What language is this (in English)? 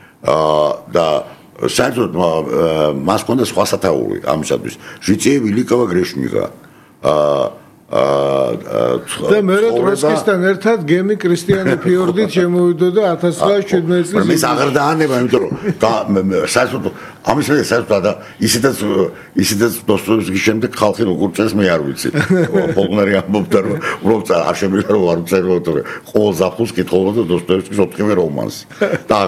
Georgian